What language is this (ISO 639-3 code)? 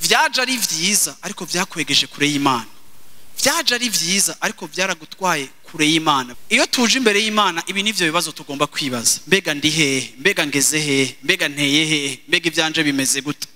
run